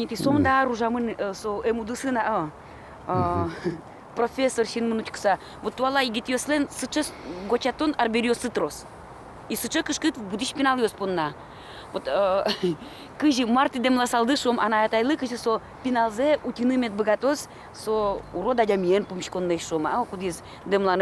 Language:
Udmurt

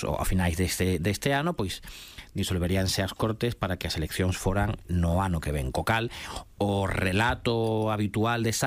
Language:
Galician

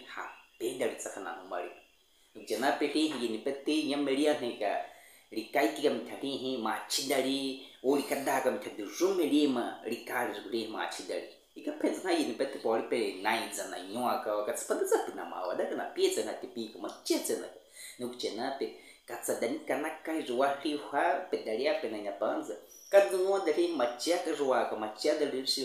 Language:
Baniwa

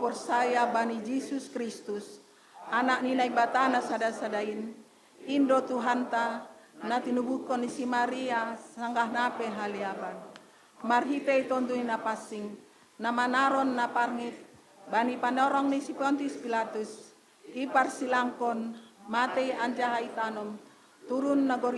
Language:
Batak Simalungun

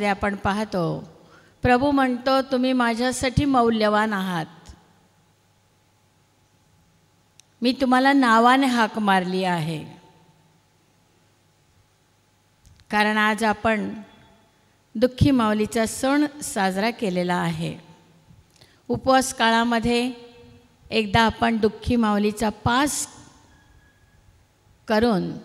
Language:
Marathi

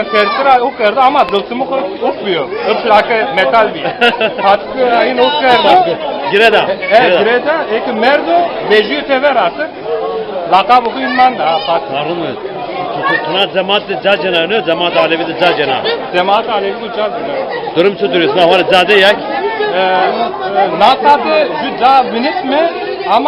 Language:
Zaza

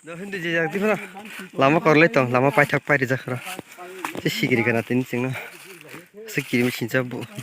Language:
Kok Borok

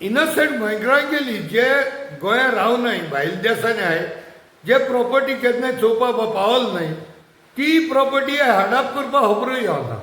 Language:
Konkani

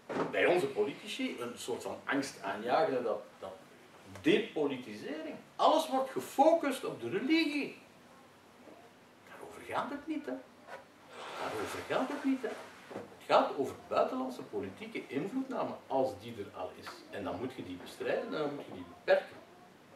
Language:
Dutch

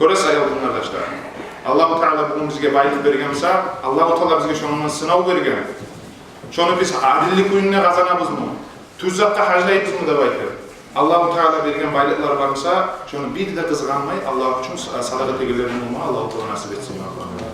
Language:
Kumyk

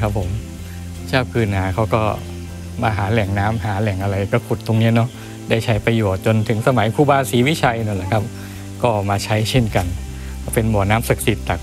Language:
Thai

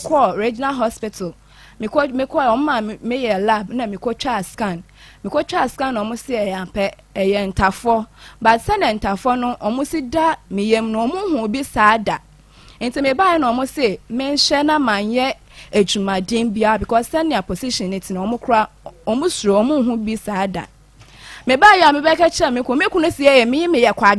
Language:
Akan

